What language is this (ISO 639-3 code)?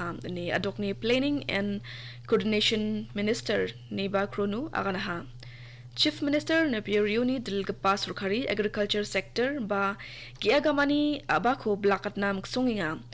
grt